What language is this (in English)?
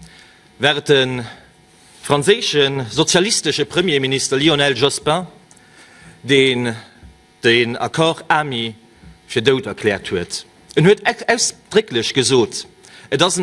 Luxembourgish